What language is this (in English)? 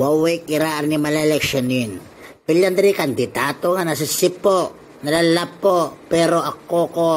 Itawit